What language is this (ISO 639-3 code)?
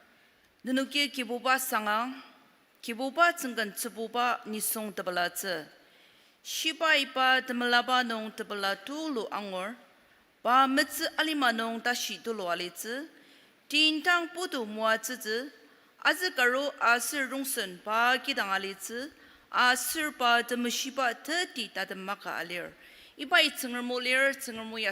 njo